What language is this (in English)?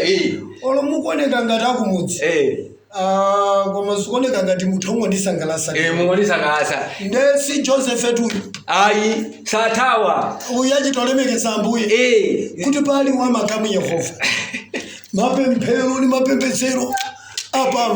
Nyanja